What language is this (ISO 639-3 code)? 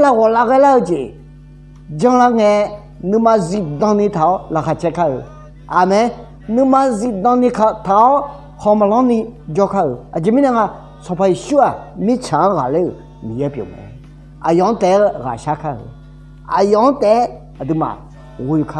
ahk